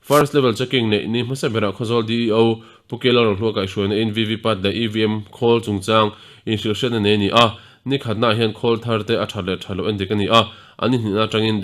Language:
Mizo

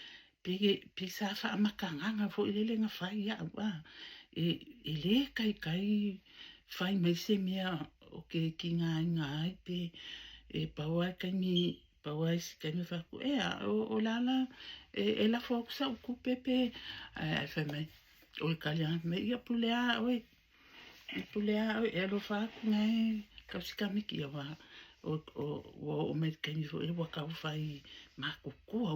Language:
Samoan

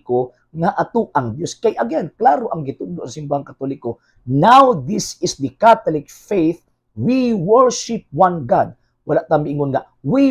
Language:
Cebuano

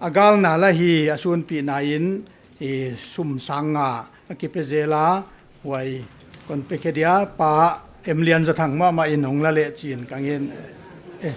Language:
Paite Chin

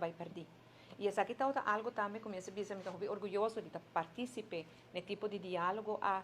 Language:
Papiamento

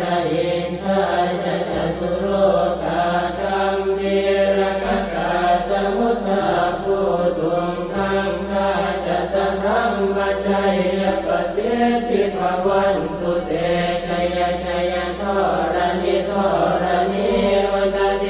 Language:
Pali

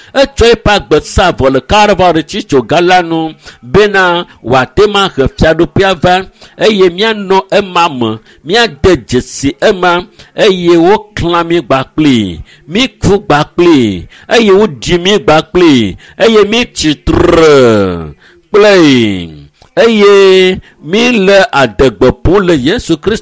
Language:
Ewe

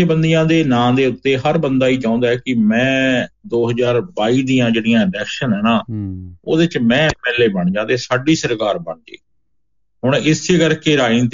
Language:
Punjabi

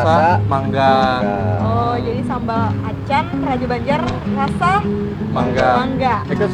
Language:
Banjar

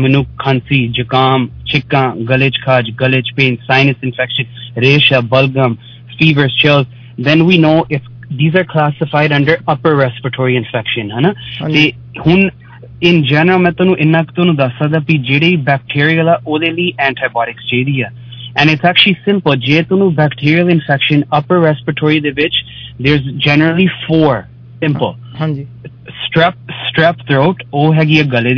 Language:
Punjabi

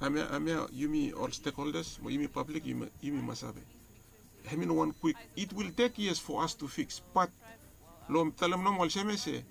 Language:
Bislama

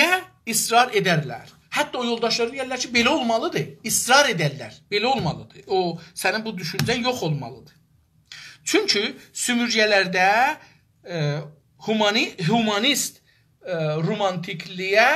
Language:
South Azerbaijani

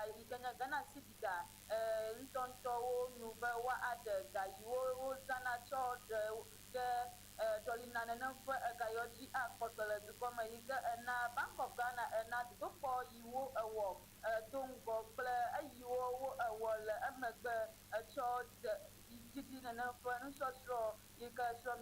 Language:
Ewe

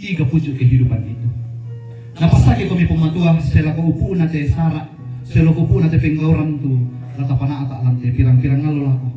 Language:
Toraja-Sa'dan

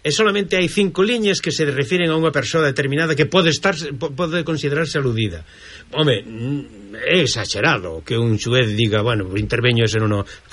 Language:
Galician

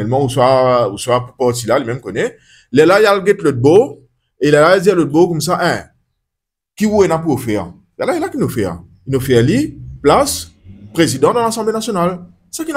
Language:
Morisyen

